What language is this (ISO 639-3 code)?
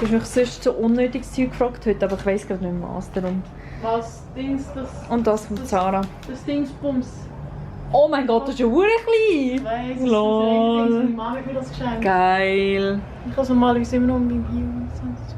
gsw